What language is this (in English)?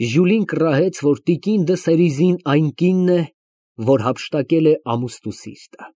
Armenian